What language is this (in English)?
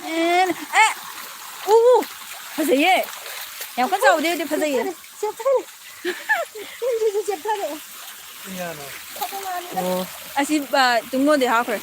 Manipuri